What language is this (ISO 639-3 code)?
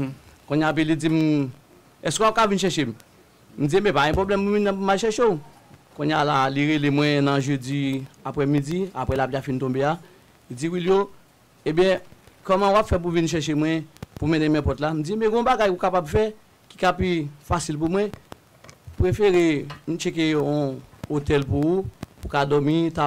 hat